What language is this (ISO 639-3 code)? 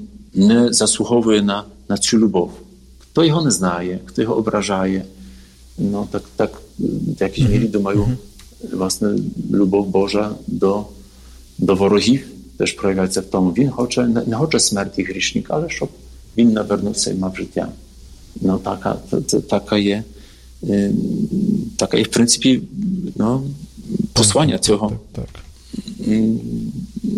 ukr